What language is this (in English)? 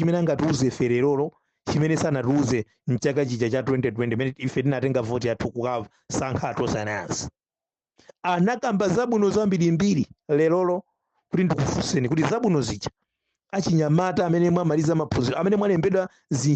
Nyanja